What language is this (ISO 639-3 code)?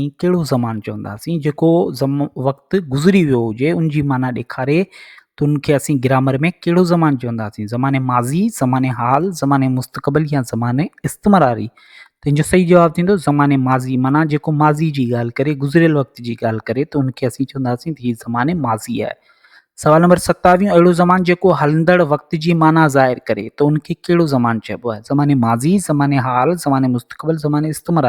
snd